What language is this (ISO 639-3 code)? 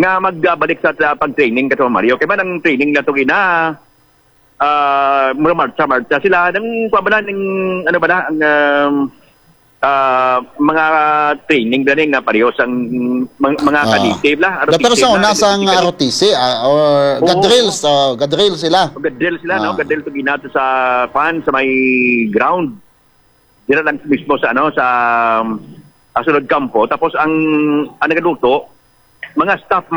hil